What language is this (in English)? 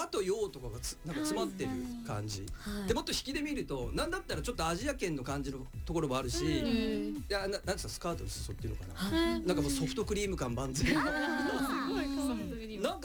Japanese